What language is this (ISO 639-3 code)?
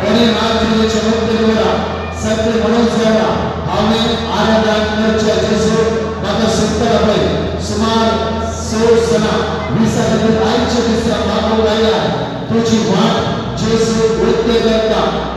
kok